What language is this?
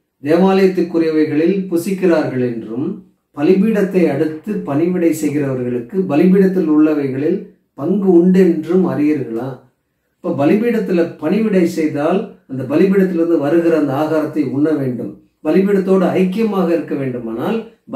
Tamil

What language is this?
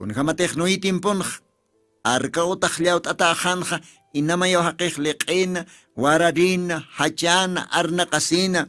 Aymara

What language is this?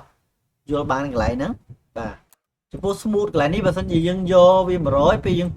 Khmer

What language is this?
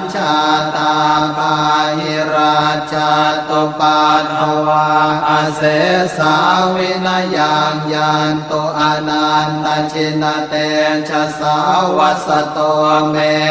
Pali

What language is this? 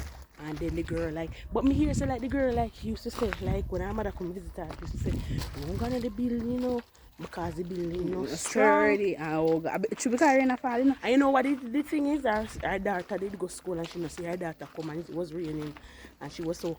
Jamaican Creole English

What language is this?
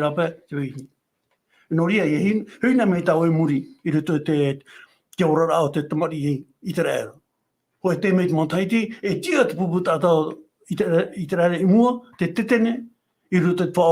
Tahitian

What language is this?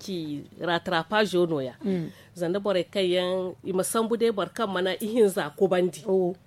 Zarma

